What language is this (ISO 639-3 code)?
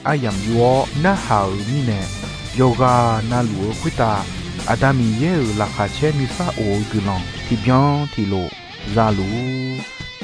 ahk